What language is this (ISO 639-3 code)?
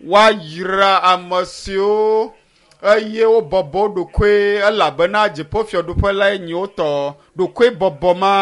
ewe